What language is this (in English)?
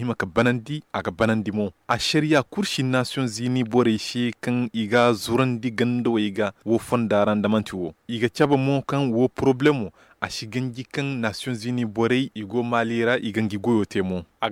Zarma